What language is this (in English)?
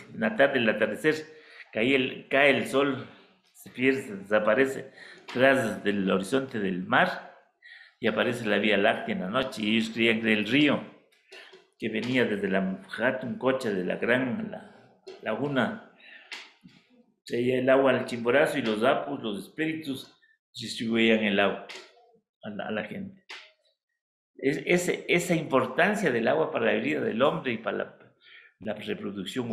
Spanish